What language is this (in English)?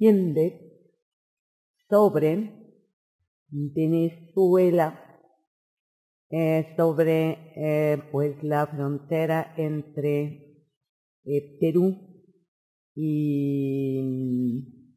Spanish